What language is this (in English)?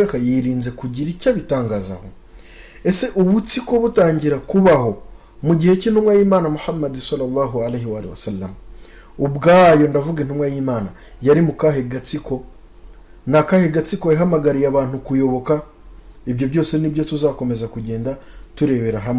Kinyarwanda